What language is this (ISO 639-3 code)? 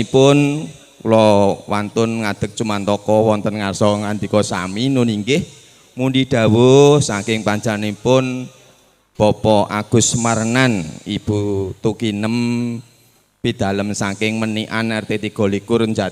jav